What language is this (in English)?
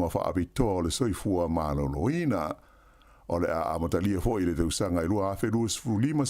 Samoan